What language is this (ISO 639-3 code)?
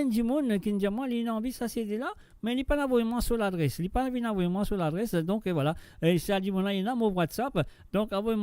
mfe